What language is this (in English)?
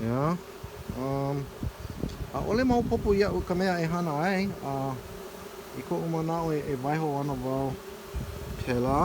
Hawaiian